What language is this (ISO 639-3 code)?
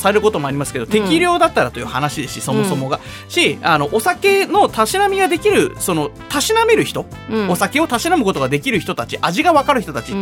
jpn